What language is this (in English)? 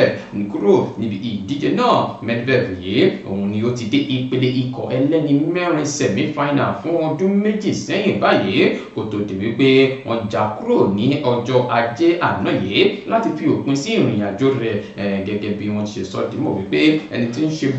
Yoruba